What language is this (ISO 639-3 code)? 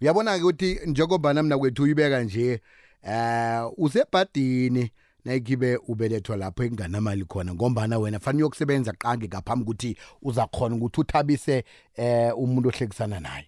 nbl